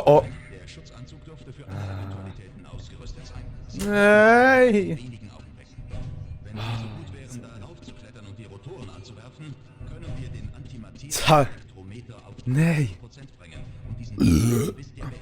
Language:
Swiss German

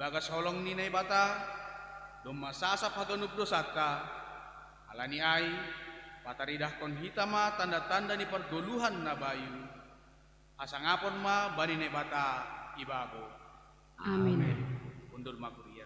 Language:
Batak Simalungun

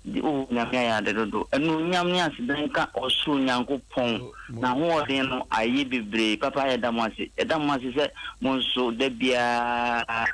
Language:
Akan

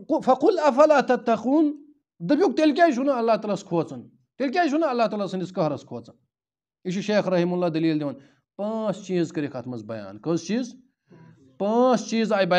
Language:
Kashmiri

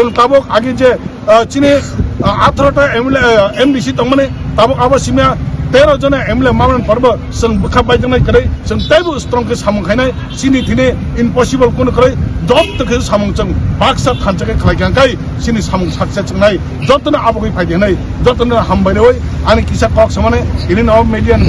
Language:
Kok Borok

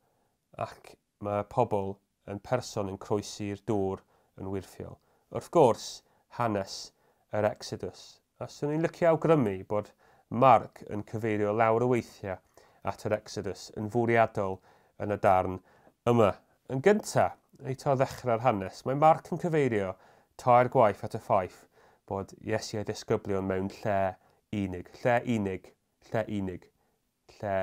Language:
Welsh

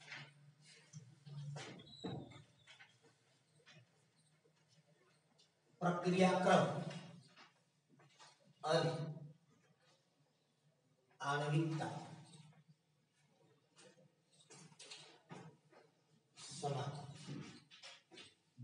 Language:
Gujarati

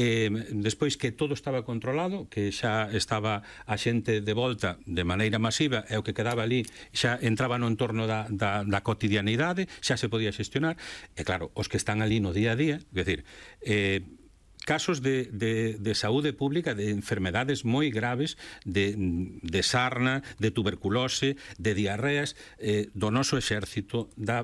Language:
Galician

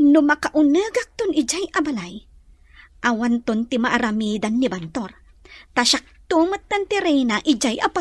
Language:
Iloko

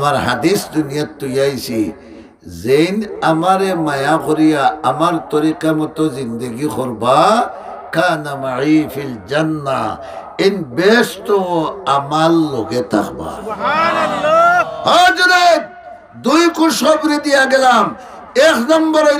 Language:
Sylheti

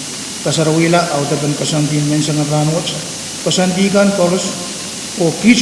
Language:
Pohnpeian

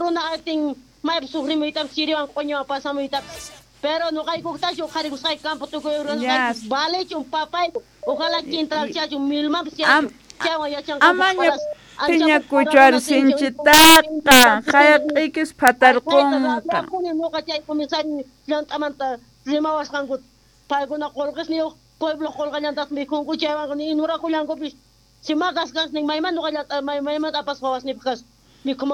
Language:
South Bolivian Quechua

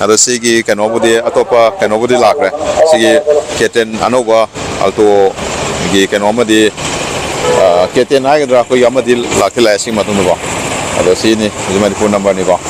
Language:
Manipuri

